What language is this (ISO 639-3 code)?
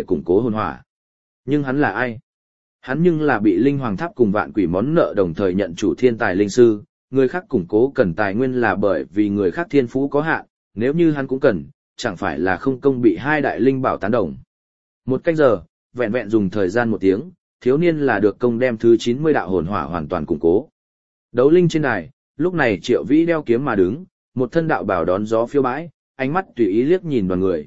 vie